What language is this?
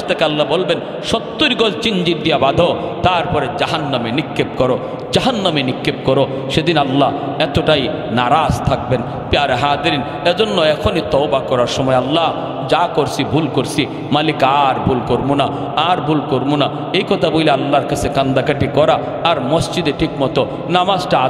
Bangla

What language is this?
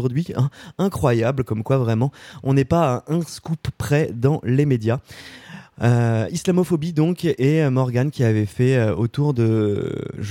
French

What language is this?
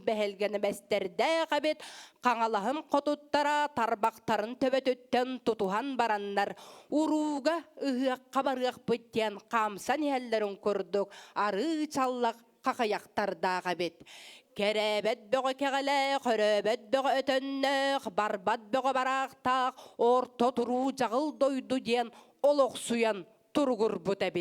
Yakut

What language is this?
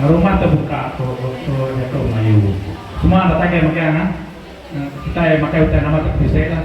Iban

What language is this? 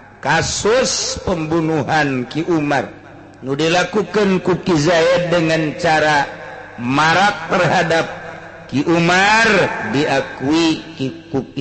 Sundanese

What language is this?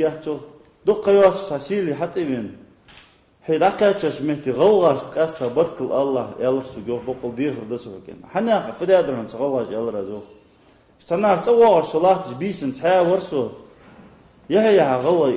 Ingush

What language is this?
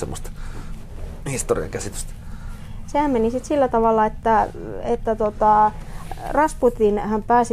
Finnish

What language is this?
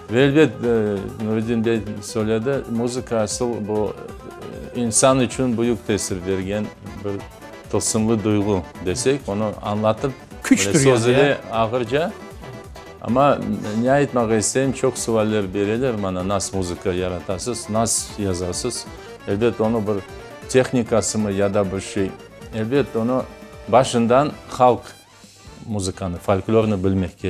Crimean Tatar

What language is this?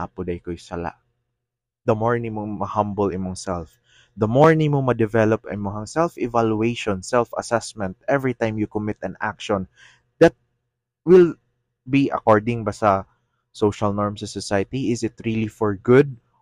Cebuano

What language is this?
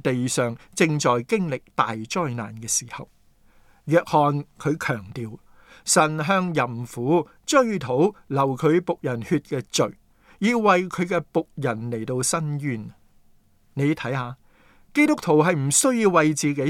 Cantonese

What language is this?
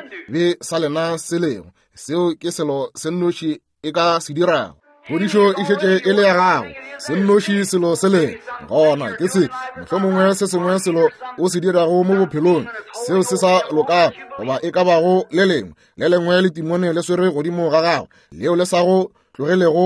Northern Sotho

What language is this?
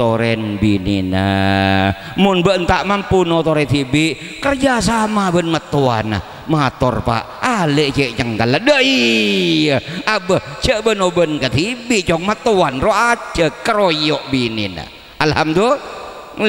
Madurese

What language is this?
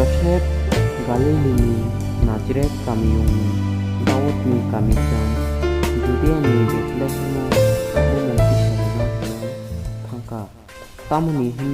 Kok Borok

